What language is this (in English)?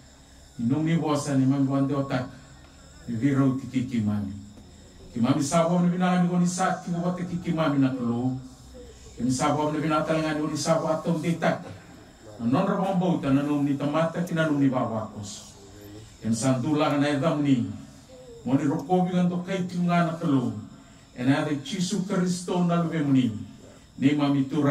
Fijian